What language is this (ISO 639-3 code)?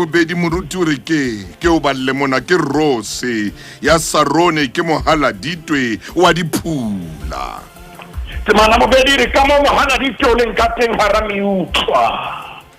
sot